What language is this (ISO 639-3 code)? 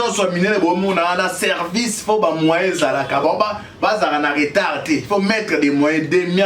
lin